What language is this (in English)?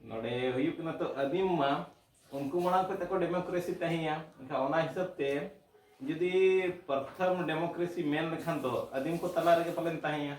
Santali